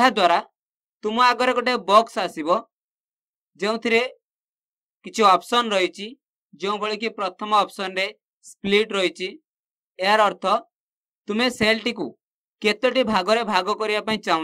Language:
Odia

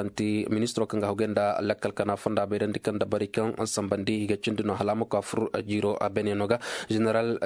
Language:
Koyraboro Senni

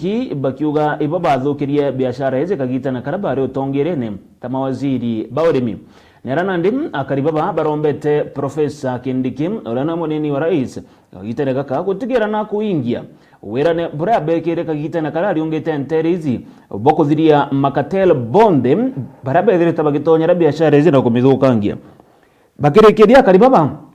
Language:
Meru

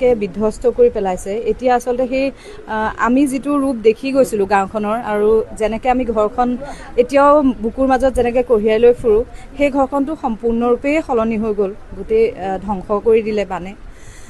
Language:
Assamese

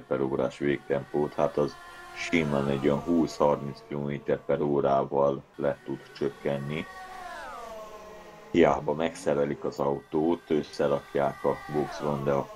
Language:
Hungarian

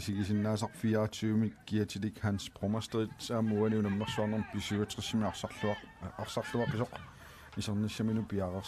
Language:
Kalaallisut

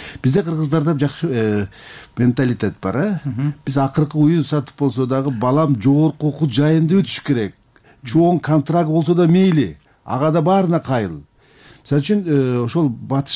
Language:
Kyrgyz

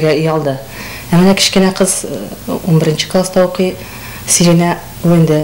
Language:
Tatar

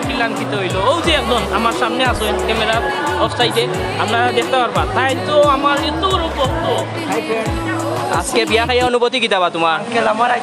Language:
Sylheti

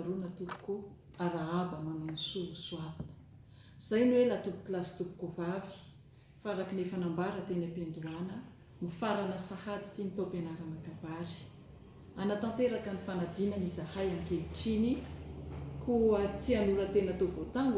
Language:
Malagasy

